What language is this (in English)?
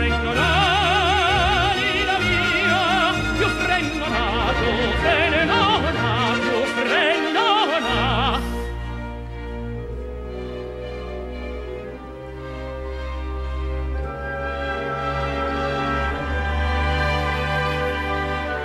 Italian